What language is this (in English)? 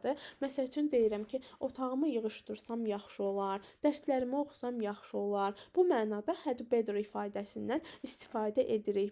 Azerbaijani